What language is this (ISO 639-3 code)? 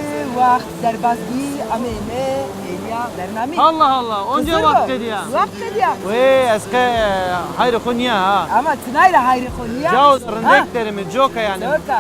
zza